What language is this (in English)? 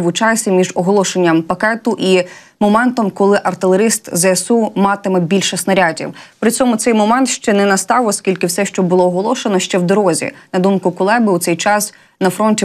Ukrainian